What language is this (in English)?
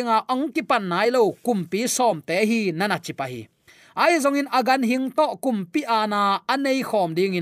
Tedim Chin